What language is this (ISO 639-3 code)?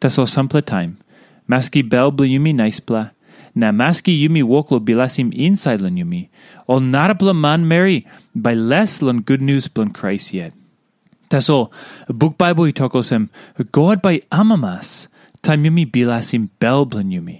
tpi